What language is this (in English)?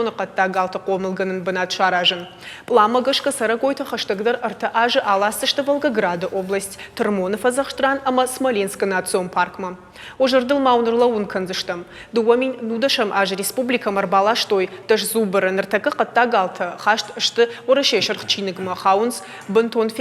Ossetic